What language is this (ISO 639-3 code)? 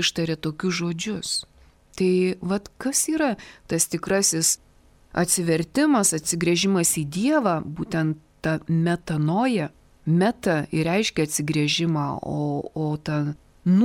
lit